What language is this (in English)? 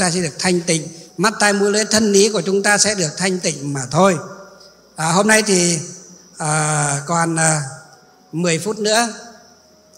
Vietnamese